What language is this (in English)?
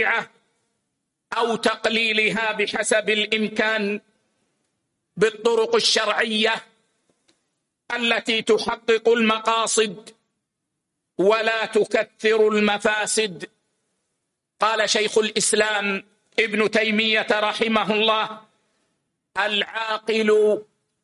Arabic